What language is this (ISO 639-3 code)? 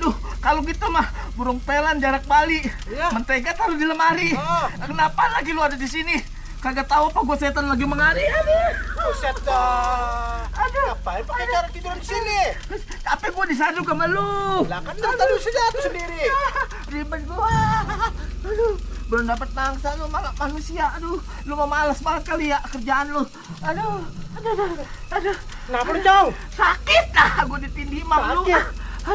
bew